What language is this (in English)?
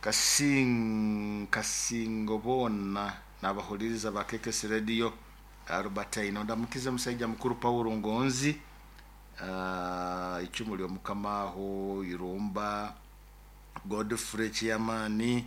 Nyoro